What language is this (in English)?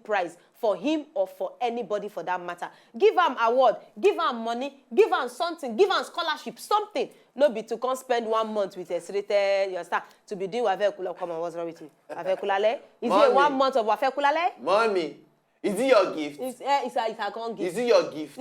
Nigerian Pidgin